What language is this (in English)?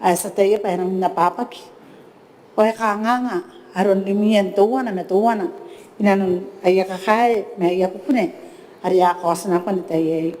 Gilbertese